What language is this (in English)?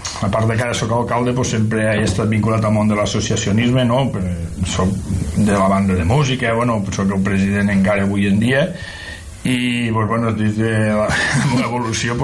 Catalan